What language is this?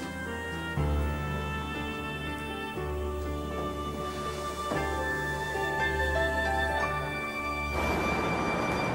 Croatian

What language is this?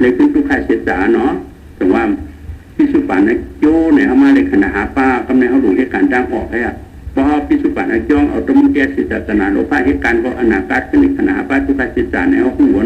Shan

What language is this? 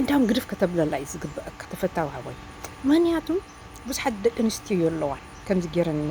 Tigrinya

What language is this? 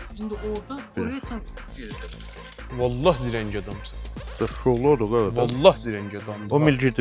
South Azerbaijani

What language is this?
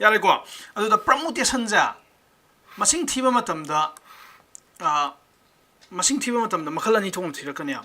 Manipuri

